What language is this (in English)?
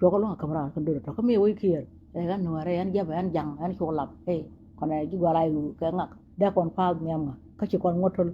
Nuer